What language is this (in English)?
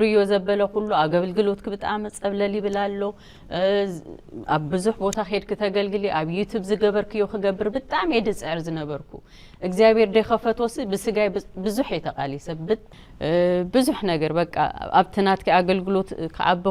Tigrinya